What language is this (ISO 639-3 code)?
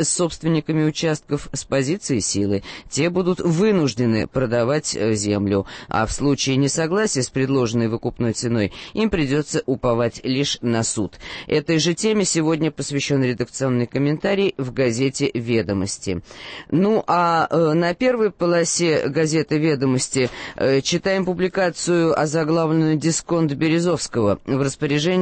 rus